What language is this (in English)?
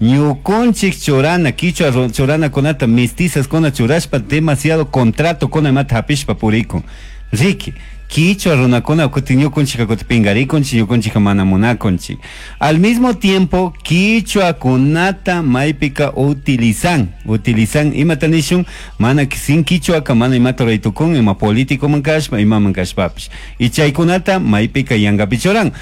Chimborazo Highland Quichua